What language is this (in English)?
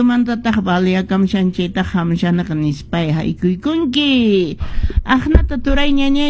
Quechua